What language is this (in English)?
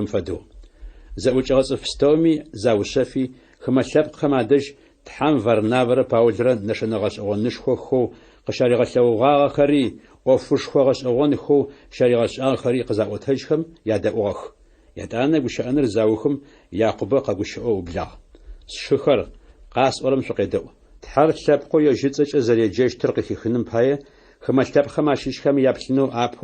Adyghe